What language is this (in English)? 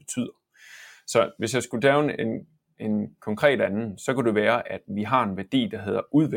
Danish